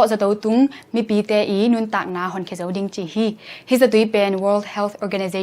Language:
Tedim Chin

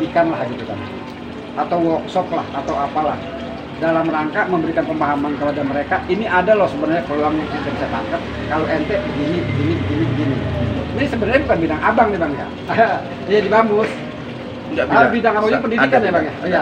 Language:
Betawi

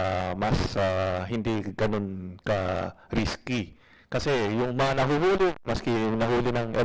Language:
Filipino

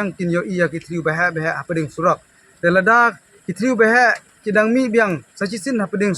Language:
Khasi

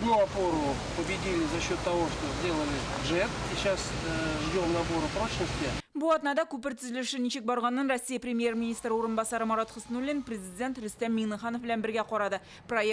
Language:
Tatar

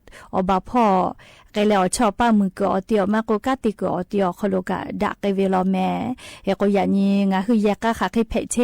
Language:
Lahu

